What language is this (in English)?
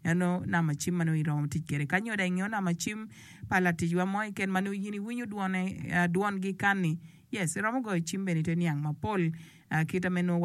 Acoli